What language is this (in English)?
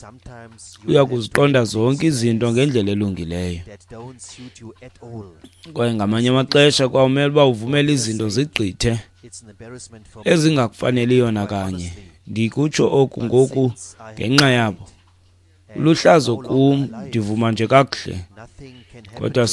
Xhosa